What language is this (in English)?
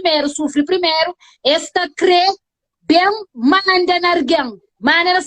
Kabuverdianu